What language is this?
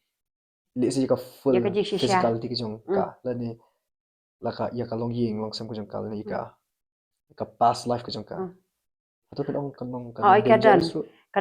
Khasi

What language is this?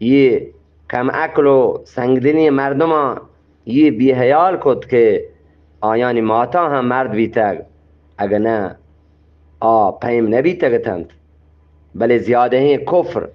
Eastern Balochi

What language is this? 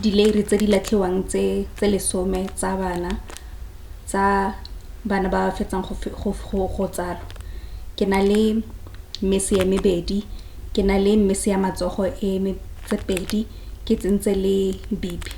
Tswana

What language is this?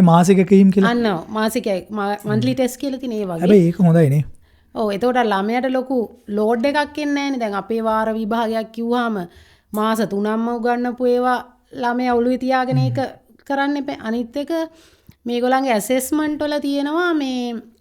Sinhala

